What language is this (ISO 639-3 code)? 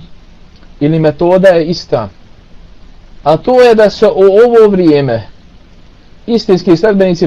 bos